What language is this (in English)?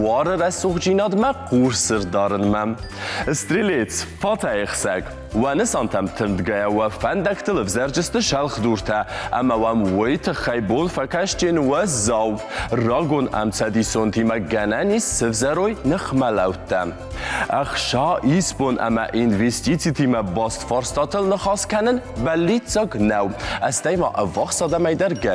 Ossetic